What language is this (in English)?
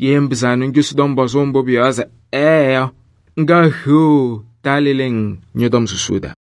Kabiyè